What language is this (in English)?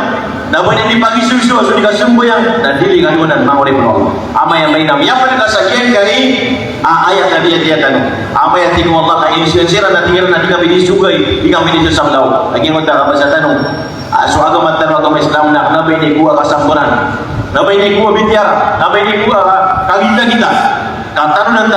Maranao